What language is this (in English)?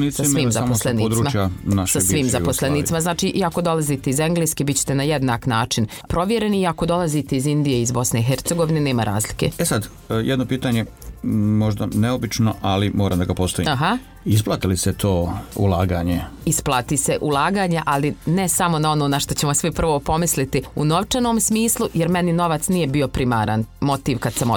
Croatian